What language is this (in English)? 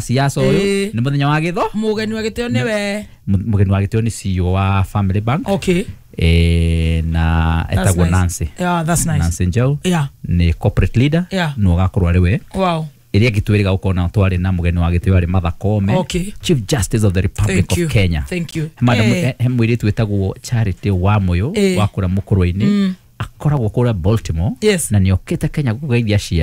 Kikuyu